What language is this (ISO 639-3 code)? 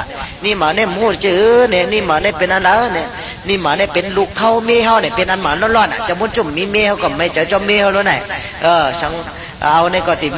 shn